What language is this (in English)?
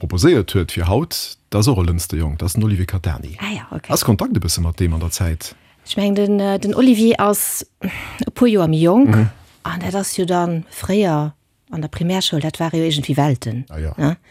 Luxembourgish